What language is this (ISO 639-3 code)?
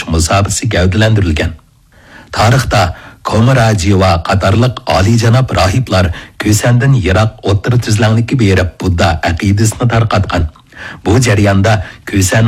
uig